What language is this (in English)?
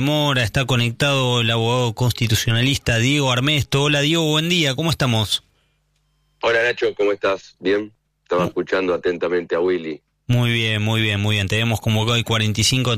Spanish